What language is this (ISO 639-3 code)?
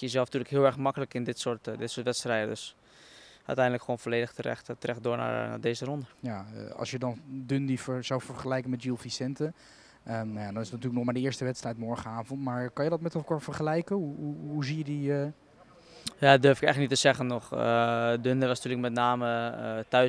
nld